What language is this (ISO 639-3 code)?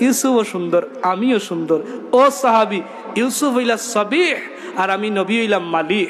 syl